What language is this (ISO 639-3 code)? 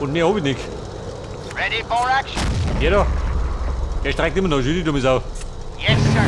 bar